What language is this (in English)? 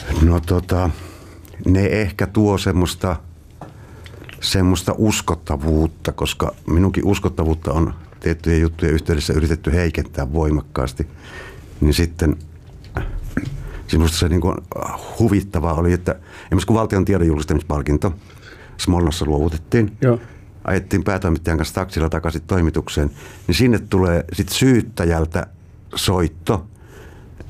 Finnish